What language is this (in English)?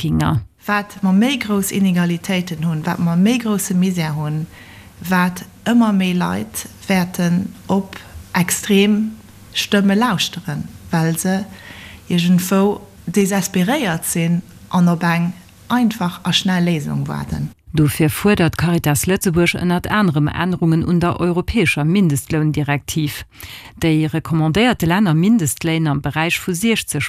Luxembourgish